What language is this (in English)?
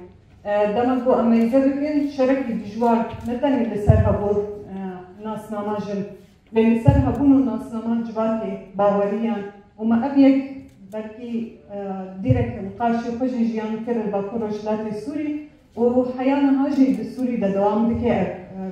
Kurdish